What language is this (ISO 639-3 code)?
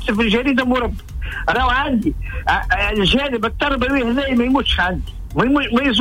aeb